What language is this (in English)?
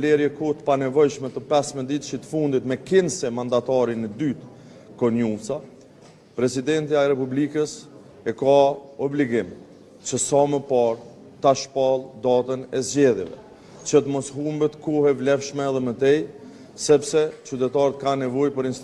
Albanian